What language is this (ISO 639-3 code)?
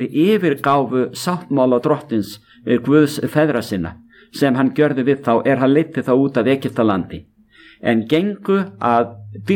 isl